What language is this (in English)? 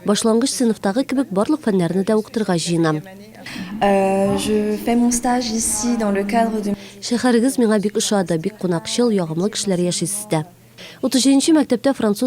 Tatar